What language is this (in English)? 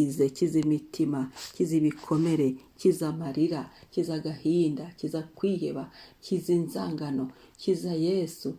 Kinyarwanda